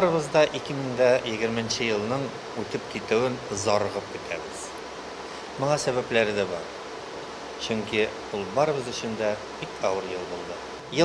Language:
Tatar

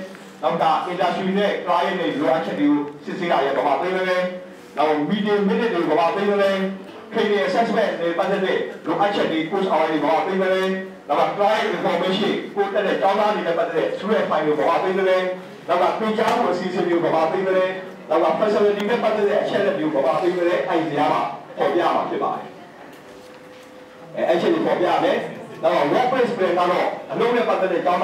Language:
Burmese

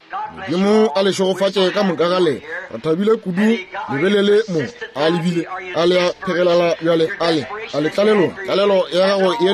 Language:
Northern Sotho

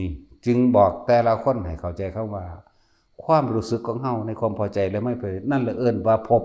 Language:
Northeastern Thai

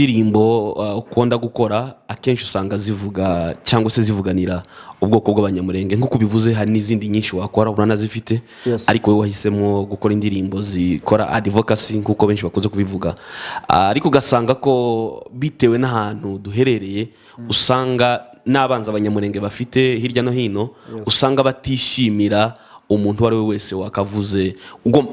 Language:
Kinyarwanda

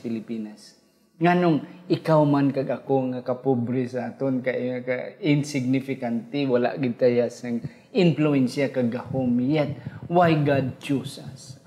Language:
Hiligaynon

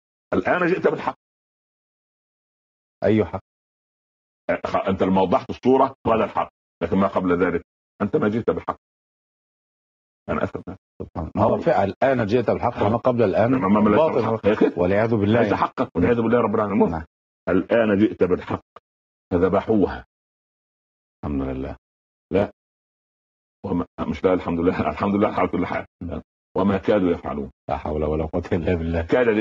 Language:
Arabic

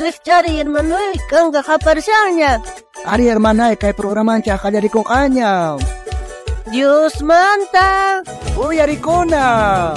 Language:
South Bolivian Quechua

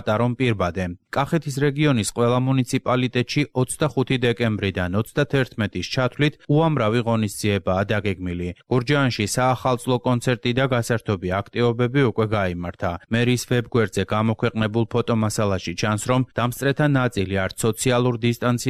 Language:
Georgian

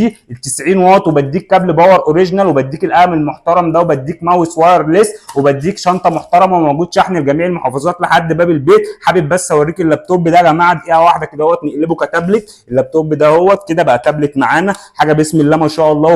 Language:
Egyptian Arabic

